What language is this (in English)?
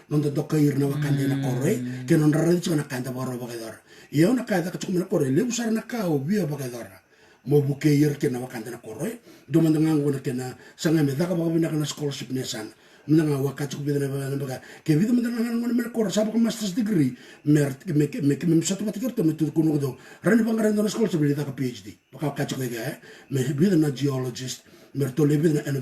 Fijian